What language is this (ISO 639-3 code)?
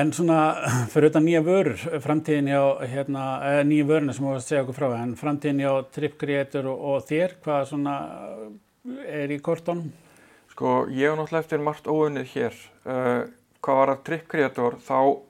isl